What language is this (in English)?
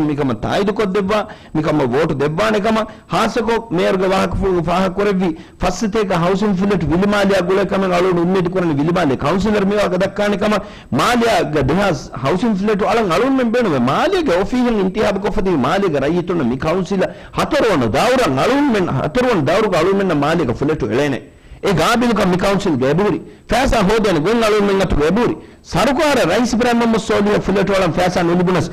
Divehi